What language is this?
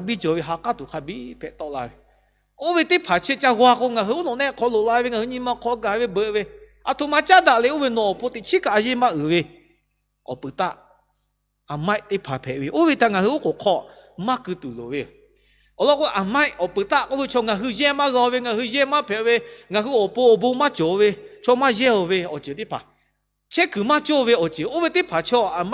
Lahu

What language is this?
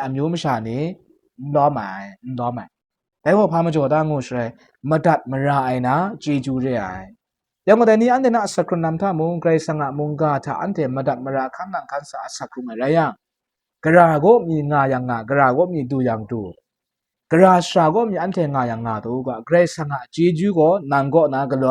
Kachin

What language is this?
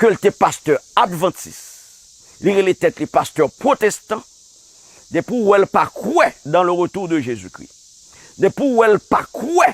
Haitian Creole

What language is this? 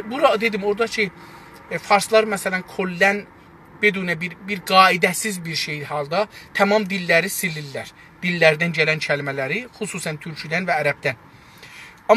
South Azerbaijani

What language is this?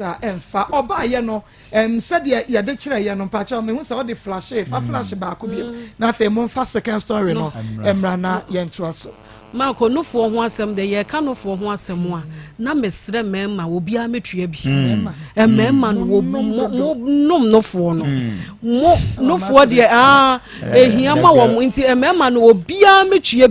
Akan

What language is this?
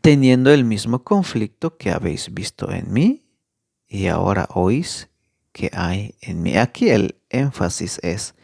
Tzeltal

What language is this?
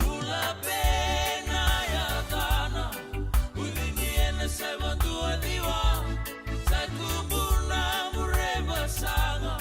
Fijian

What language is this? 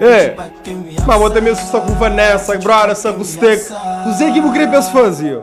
Kabuverdianu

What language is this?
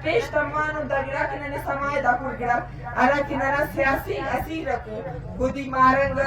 Brahui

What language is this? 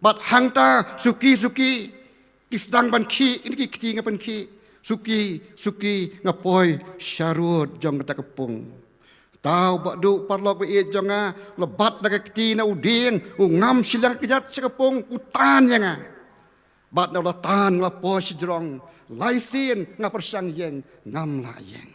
Khasi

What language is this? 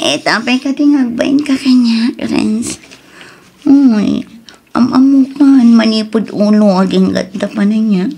Iloko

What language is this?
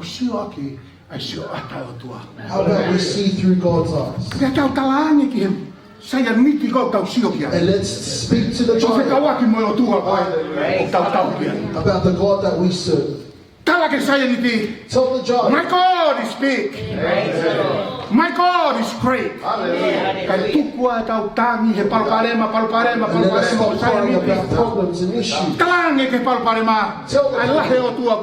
Tongan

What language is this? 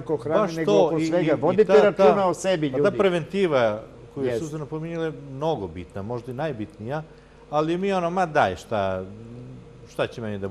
Serbian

